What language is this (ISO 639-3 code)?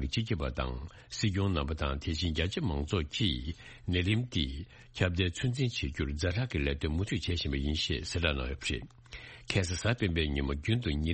bod